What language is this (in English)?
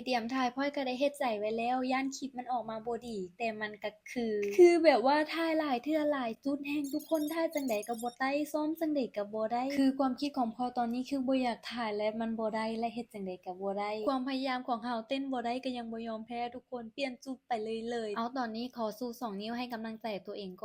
Lao